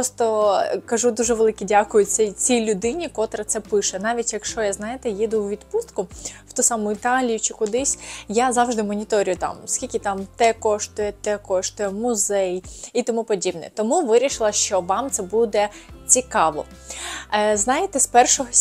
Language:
Ukrainian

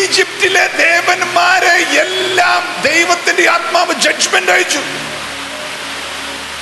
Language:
Malayalam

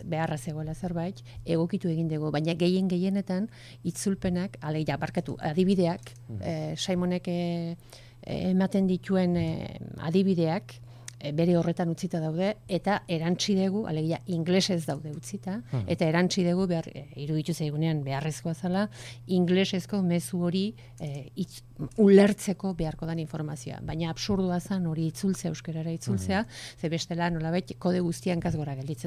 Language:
Basque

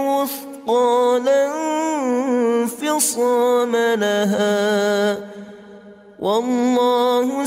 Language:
Arabic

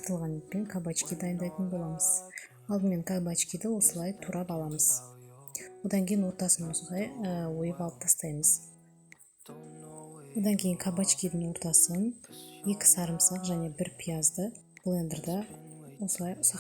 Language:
Kazakh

